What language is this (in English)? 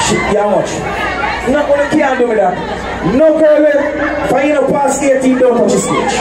Jamaican Creole English